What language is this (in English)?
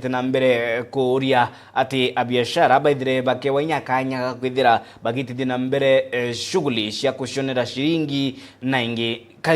Meru